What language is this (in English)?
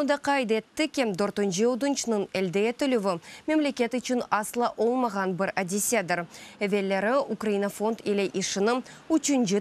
Crimean Tatar